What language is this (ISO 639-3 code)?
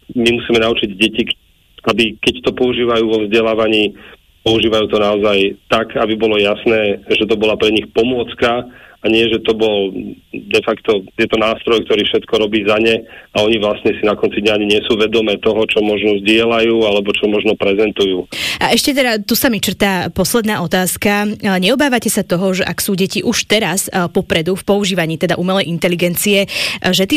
slk